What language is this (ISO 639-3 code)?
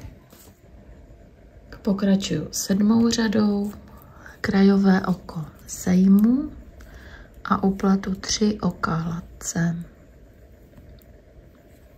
ces